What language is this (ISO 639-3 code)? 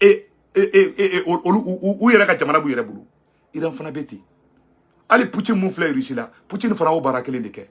bam